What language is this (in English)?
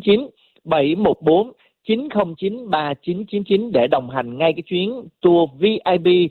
Vietnamese